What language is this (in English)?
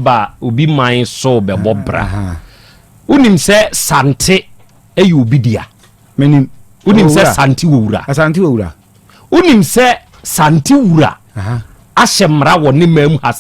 Akan